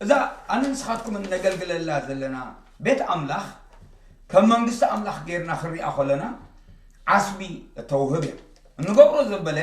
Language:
Tigrinya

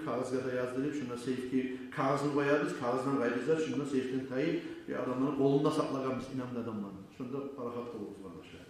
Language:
Kumyk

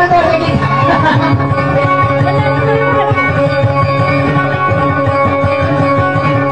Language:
Indonesian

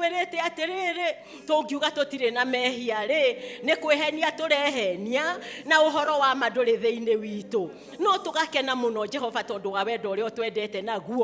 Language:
Kikuyu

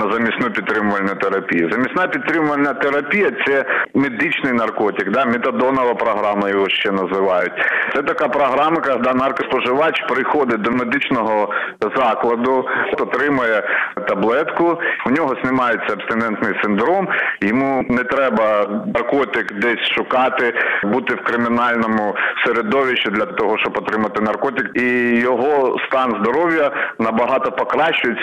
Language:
Ukrainian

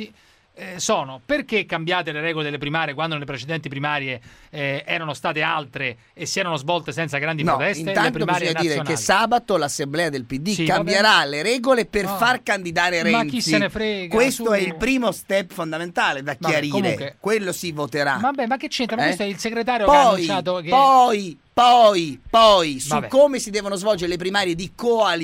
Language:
Italian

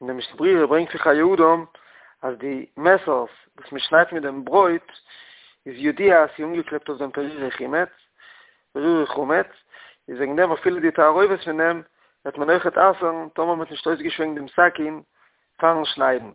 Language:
Yiddish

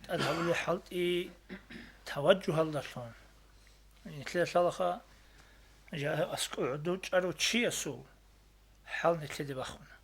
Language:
Avaric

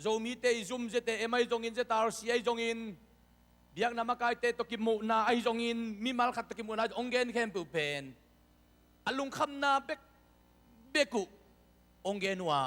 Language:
Tedim Chin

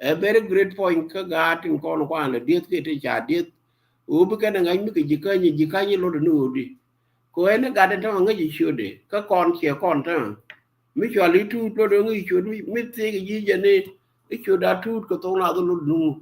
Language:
Nuer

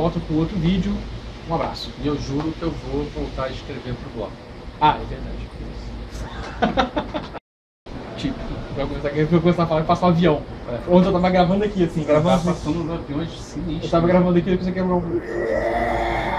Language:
Portuguese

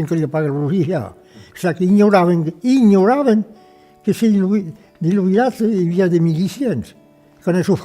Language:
Occitan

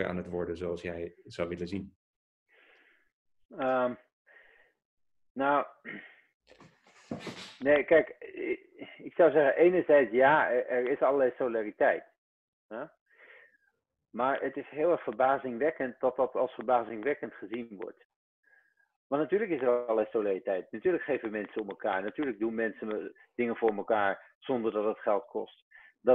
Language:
Dutch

